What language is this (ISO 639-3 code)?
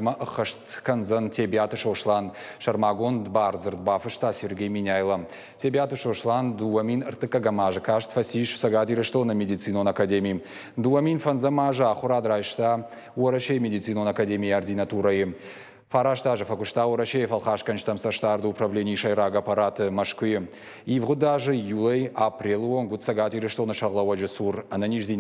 oss